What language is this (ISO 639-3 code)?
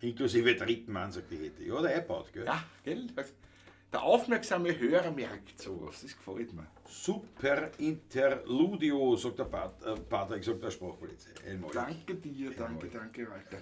bar